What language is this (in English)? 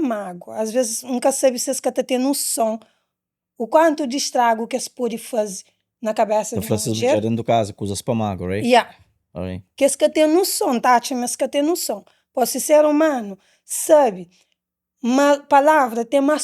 Kabuverdianu